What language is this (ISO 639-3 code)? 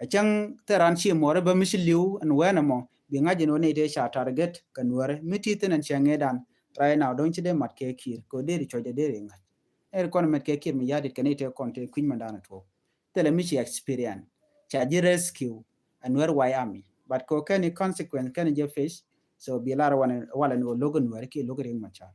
nus